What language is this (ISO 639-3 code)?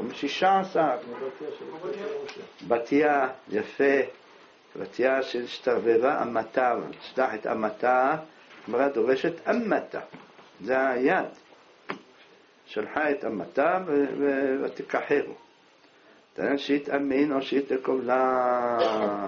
heb